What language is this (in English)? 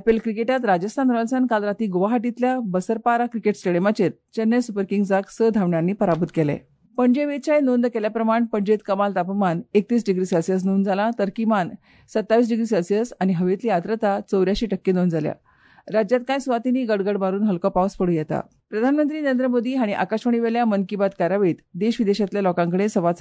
Konkani